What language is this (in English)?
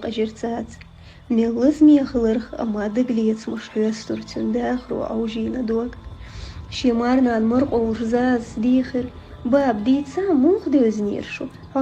Chechen